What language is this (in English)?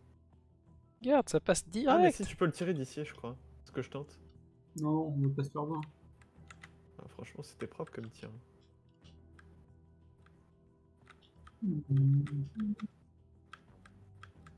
French